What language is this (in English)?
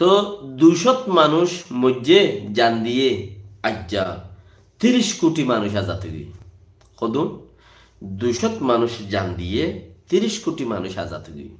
Rohingya